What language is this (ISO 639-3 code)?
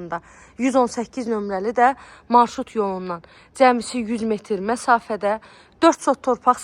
aze